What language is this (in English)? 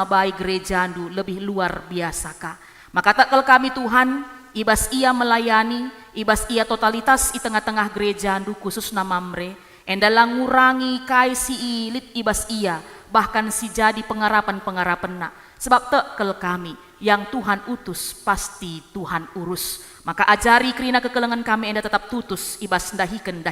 Batak Karo